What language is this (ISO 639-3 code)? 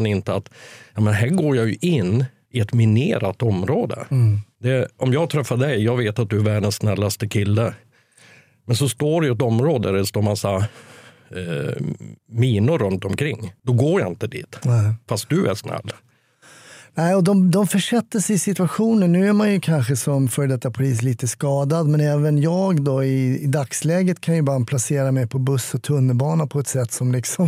swe